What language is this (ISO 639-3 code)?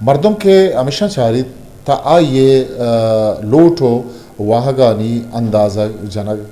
bgp